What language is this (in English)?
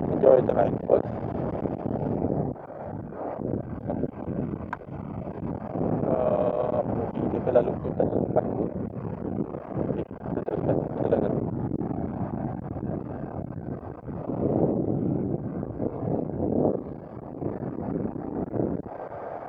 Malay